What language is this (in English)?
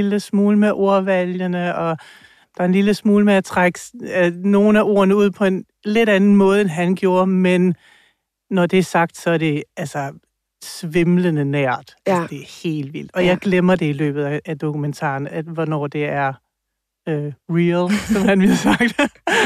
Danish